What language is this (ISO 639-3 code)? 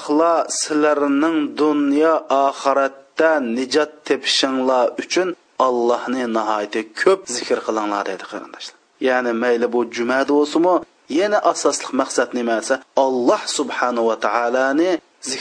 uig